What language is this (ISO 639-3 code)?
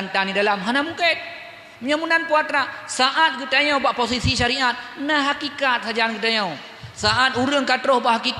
ace